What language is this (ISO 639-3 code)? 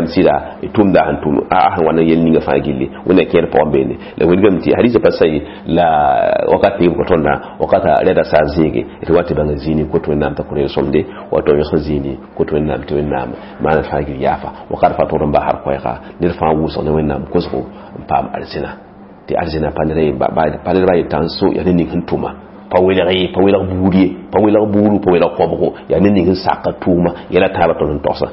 mos